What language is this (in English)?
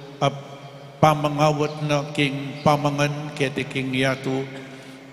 Pampanga